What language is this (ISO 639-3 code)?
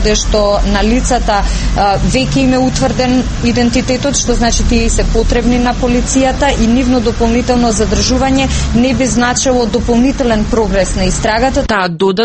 mkd